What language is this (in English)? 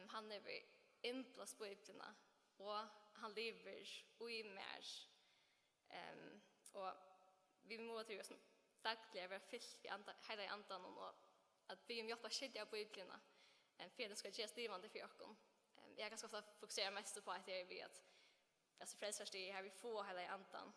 Faroese